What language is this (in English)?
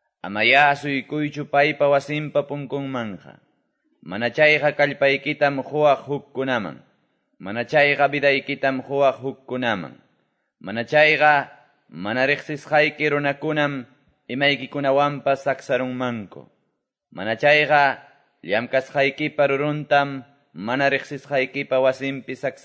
Quechua